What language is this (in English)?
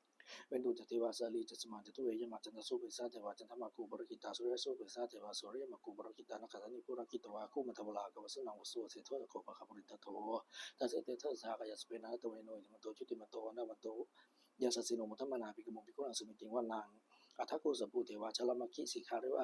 Pali